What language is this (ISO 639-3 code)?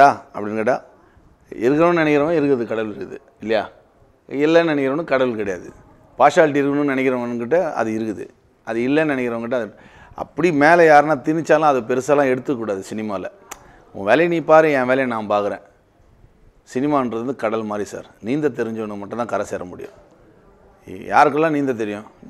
tam